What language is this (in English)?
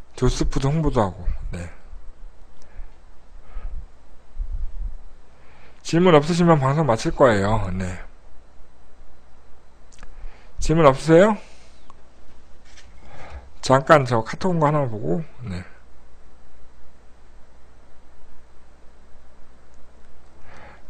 Korean